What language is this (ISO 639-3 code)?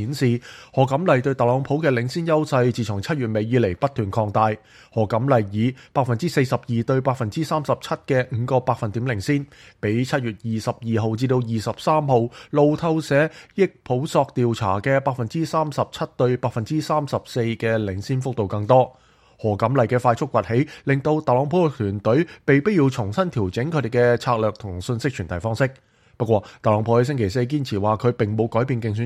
yue